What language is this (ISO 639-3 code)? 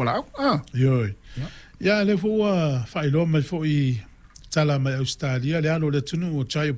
smo